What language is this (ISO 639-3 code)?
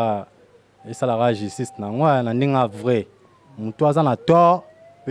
lin